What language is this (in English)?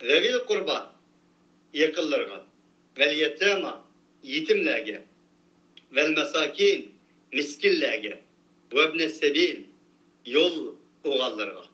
Uyghur